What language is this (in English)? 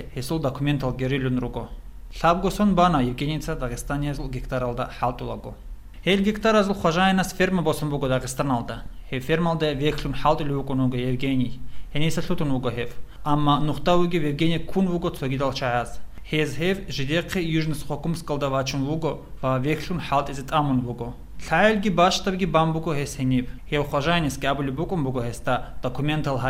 Avaric